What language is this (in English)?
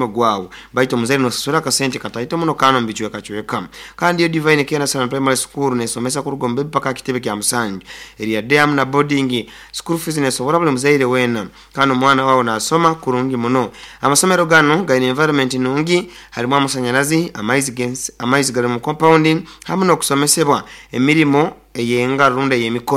Nyoro